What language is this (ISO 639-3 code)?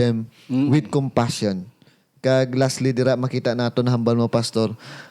hil